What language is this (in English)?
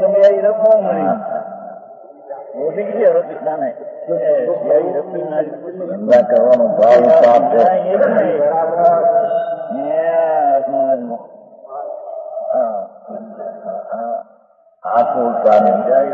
Gujarati